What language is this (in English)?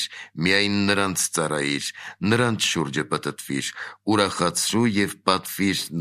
Armenian